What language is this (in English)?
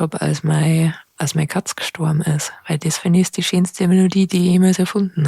Bavarian